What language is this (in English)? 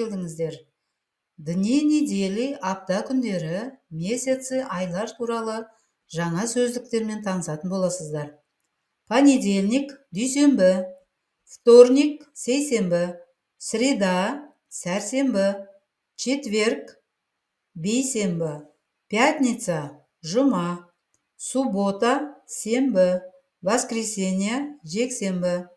Kazakh